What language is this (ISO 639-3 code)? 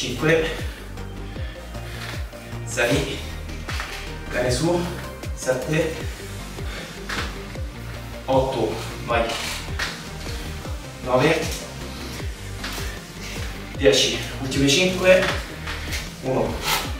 ita